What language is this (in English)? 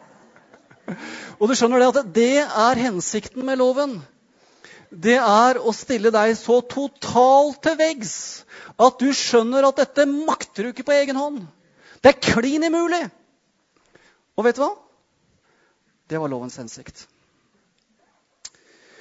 Norwegian